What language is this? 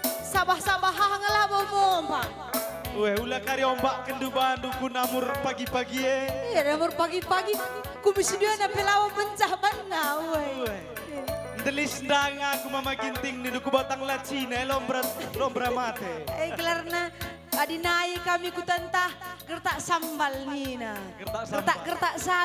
Batak Karo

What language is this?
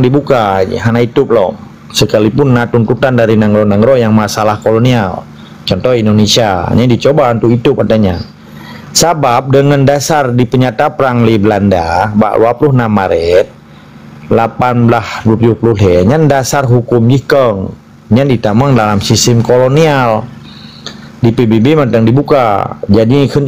Achinese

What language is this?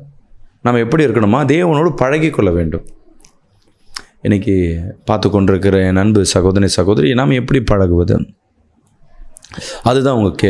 Tamil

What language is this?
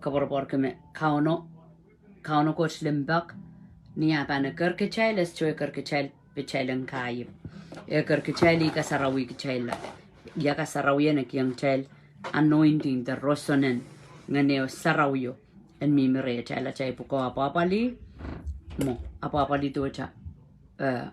Pohnpeian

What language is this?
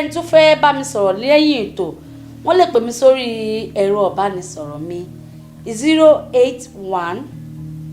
Yoruba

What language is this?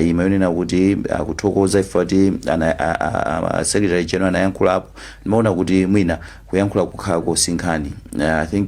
Nyanja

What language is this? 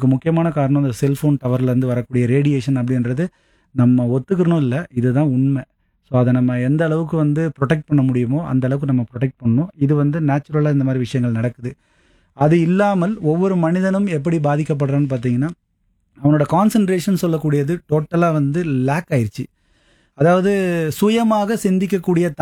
Tamil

